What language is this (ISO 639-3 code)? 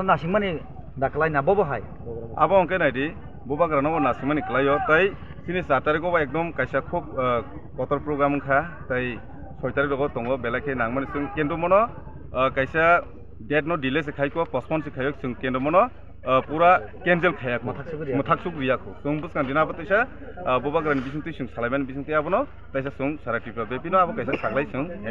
trp